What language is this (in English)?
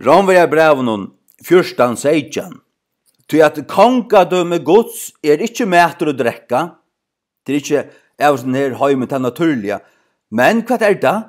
Faroese